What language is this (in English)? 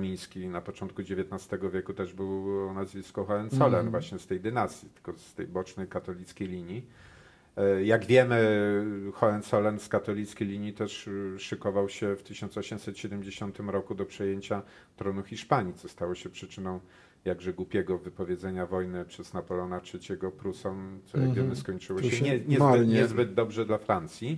Polish